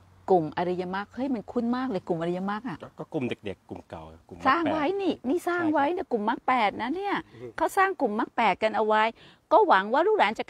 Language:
Thai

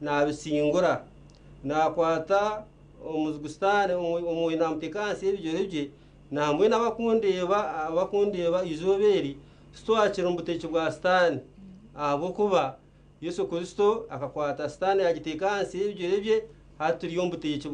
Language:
Nyankole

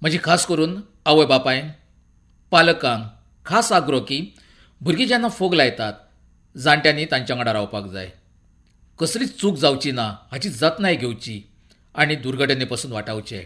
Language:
Konkani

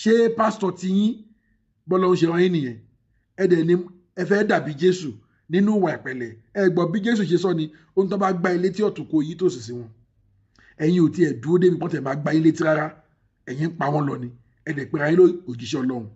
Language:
Yoruba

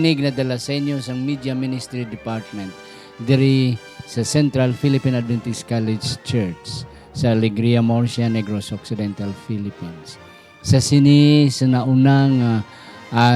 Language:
Hiligaynon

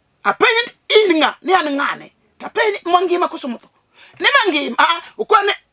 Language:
Luo (Kenya and Tanzania)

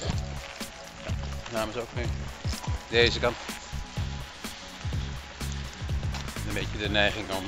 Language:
Dutch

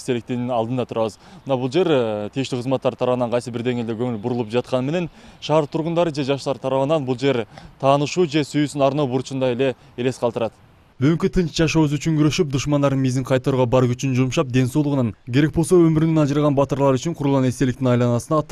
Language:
Kyrgyz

